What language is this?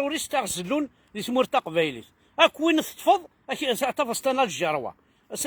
Kabyle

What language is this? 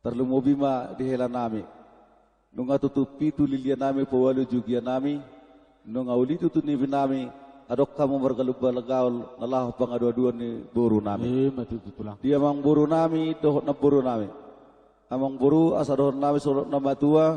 Batak Toba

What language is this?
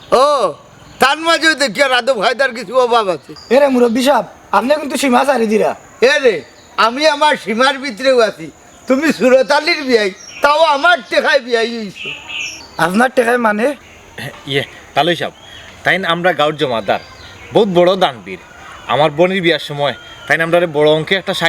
Sylheti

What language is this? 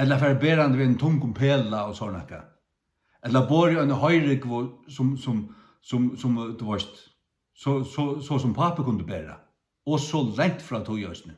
Faroese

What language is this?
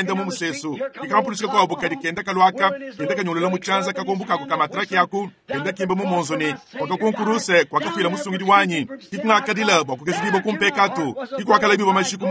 Luba-Lulua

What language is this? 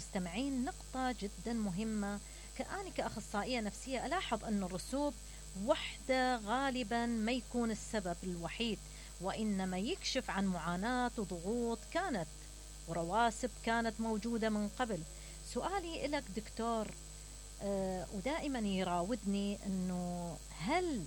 Mesopotamian Arabic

